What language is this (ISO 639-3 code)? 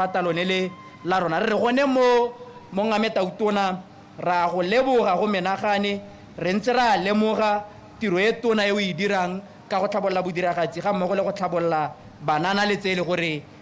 tsn